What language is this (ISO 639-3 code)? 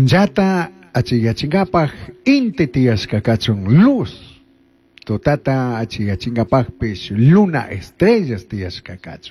qug